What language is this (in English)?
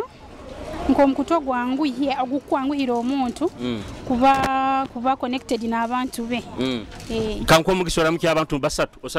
Nyoro